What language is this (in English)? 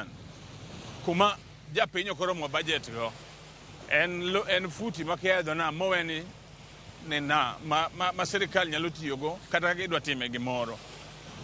Luo (Kenya and Tanzania)